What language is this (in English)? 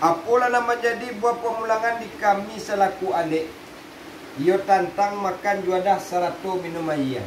Minangkabau